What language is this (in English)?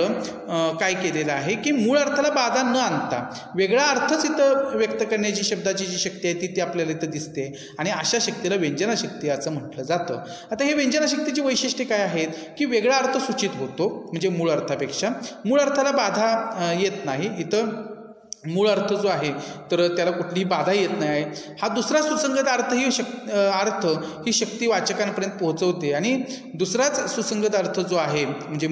Marathi